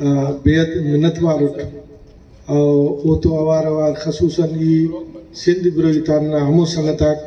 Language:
Brahui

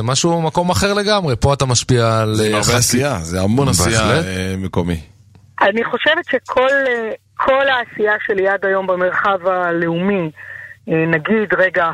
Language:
Hebrew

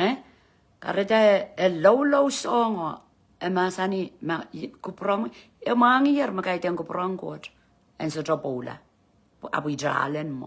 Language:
Pohnpeian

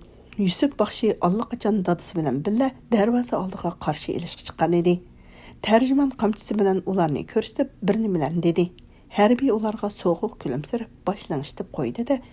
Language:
Uyghur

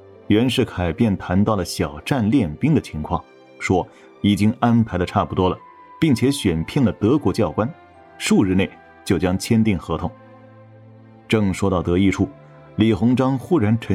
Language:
Chinese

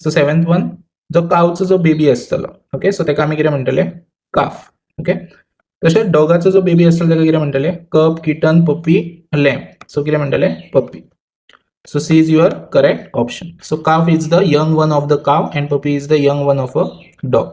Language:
Konkani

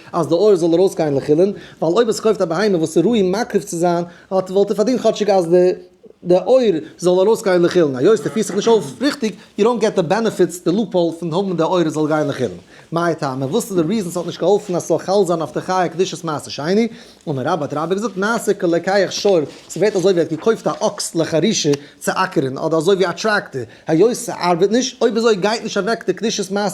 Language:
Yiddish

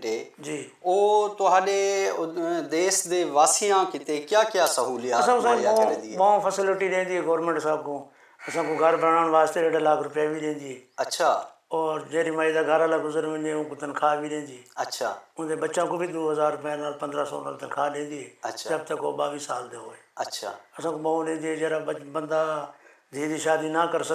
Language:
Saraiki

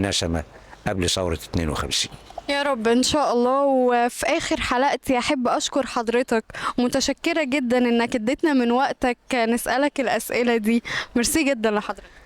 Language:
Egyptian Arabic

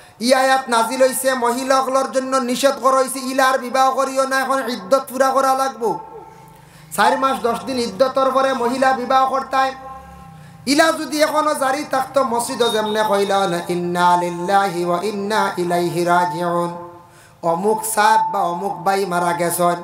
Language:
Sylheti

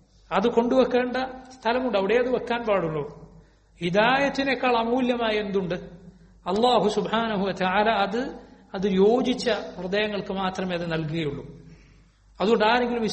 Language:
Malayalam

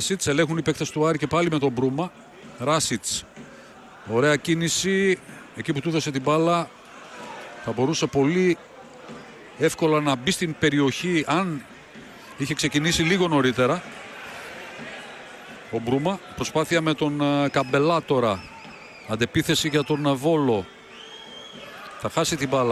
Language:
Greek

